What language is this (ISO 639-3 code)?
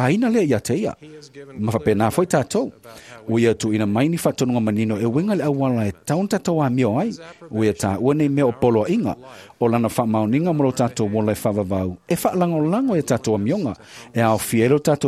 smo